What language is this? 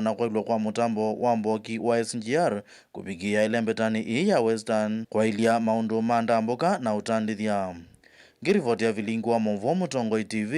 Kamba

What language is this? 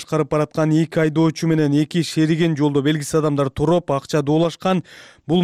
Kyrgyz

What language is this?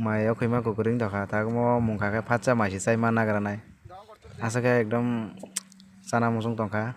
Kok Borok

